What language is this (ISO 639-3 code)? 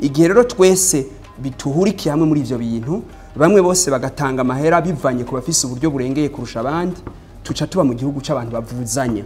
run